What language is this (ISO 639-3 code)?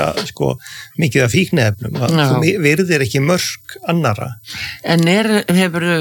isl